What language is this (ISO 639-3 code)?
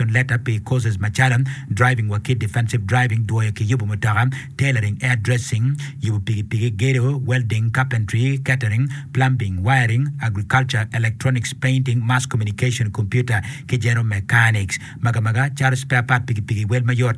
ach